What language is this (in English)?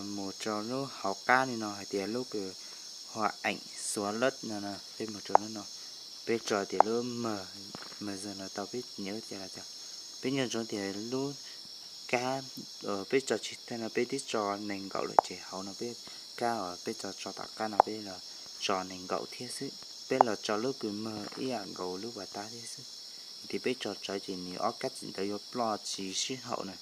Hmong